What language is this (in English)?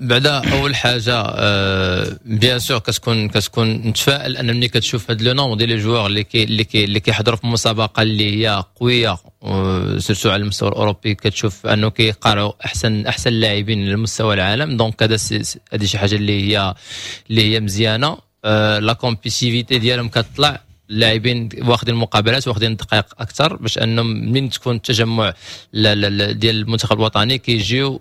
Moroccan Arabic